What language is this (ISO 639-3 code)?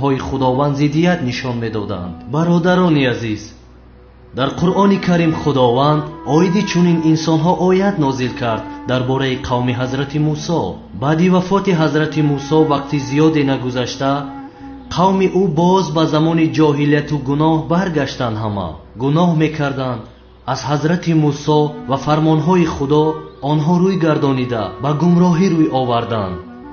tgk